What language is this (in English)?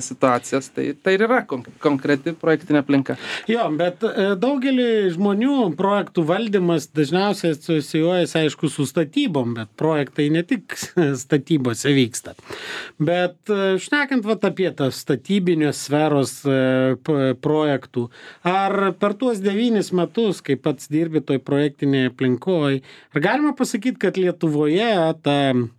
Lithuanian